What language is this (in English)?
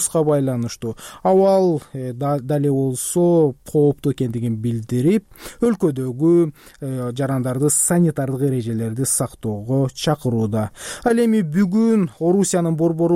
Kyrgyz